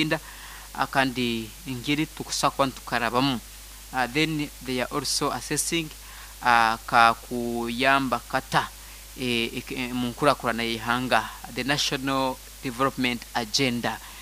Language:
Nyoro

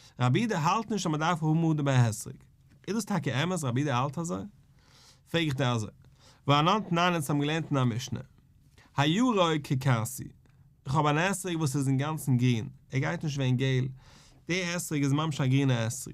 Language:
Yiddish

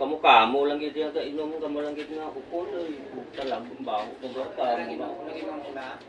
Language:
Hiligaynon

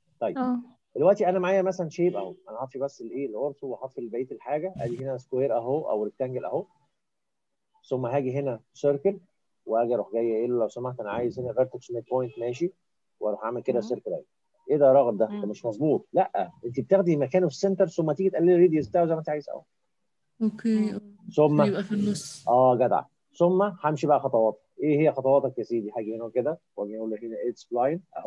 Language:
Egyptian Arabic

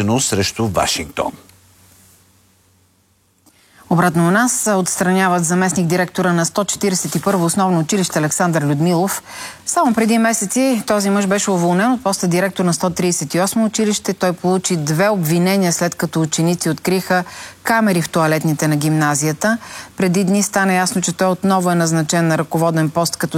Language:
Bulgarian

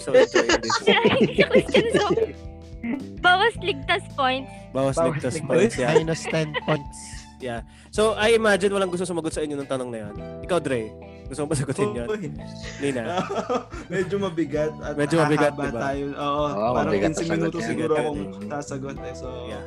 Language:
Filipino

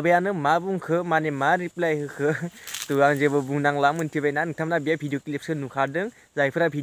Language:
Bodo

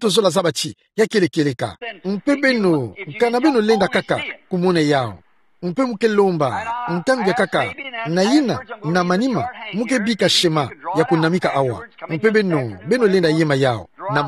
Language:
Kituba (Democratic Republic of Congo)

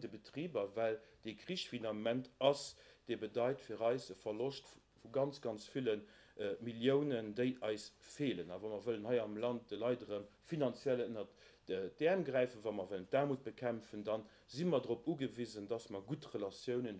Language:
Luxembourgish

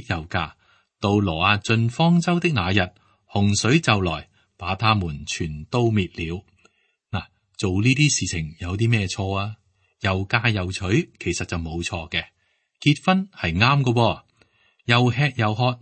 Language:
Cantonese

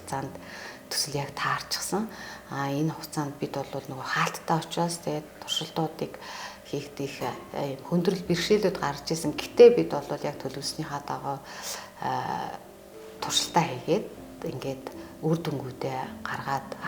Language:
Mongolian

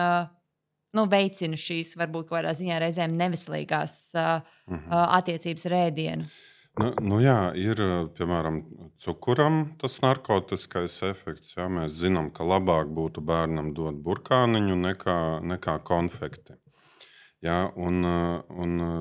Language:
Latvian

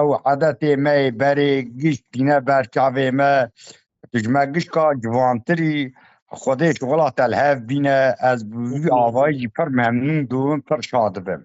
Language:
Kurdish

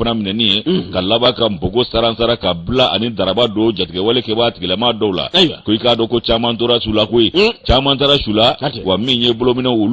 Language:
Bambara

